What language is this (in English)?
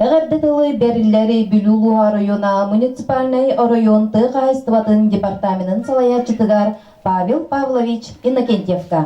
Yakut